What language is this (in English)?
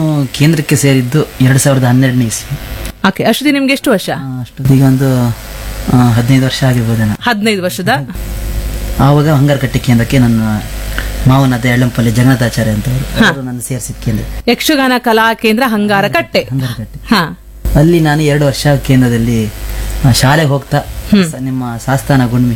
Kannada